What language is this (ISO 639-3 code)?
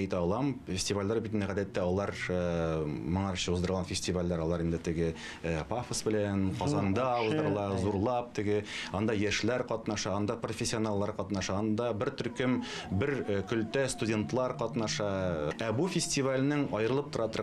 tat